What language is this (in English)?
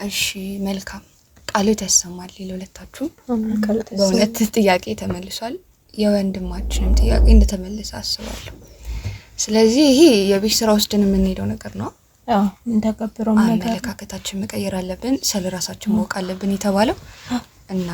Amharic